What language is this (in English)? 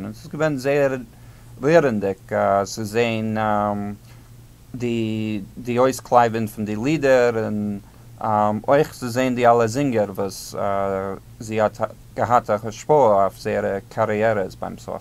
Yiddish